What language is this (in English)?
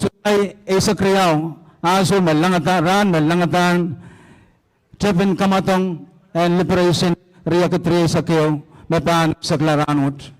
Pohnpeian